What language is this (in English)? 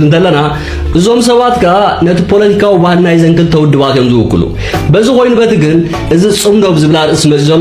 Tigrinya